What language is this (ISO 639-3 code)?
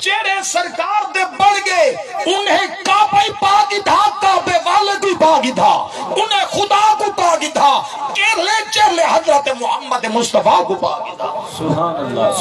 skr